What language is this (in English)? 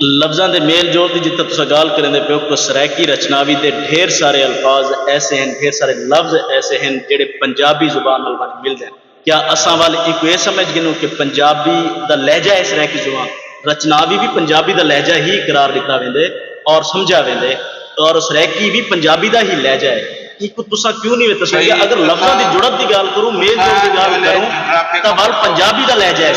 Saraiki